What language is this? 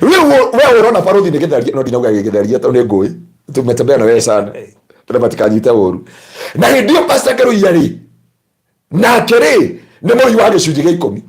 Kikuyu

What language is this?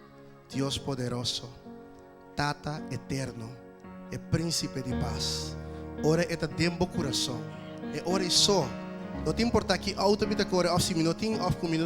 Papiamento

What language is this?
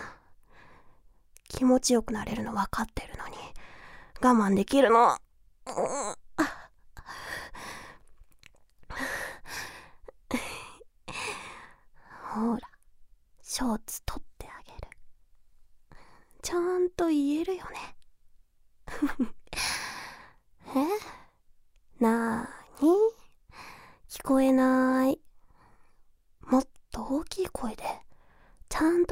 Japanese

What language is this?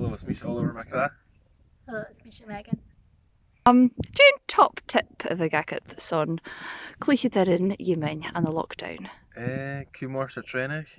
Scottish Gaelic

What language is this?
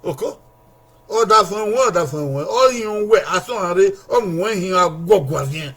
Bini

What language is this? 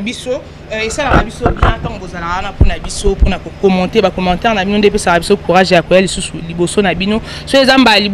Lingala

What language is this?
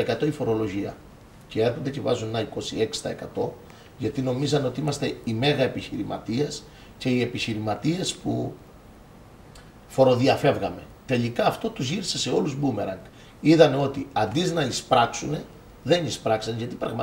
Greek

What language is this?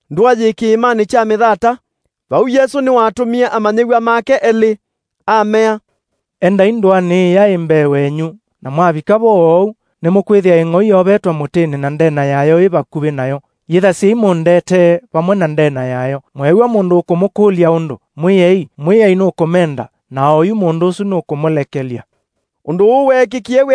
Kamba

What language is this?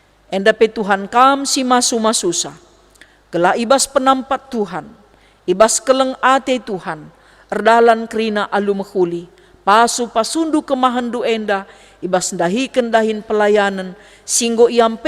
Batak Karo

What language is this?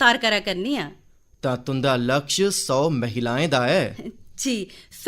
Dogri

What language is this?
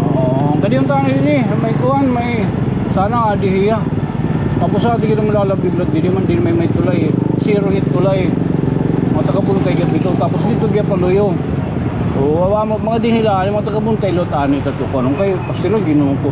Waray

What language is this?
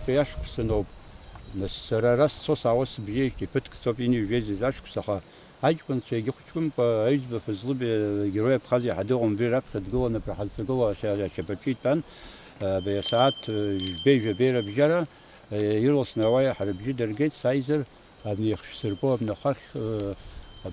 Abkhazian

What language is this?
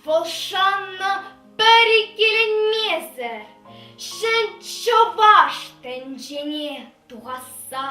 Chuvash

